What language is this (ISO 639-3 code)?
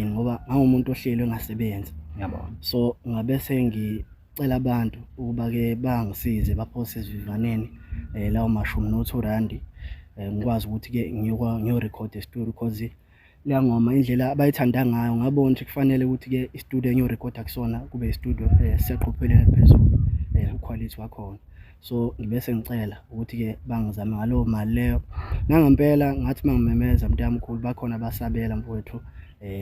zul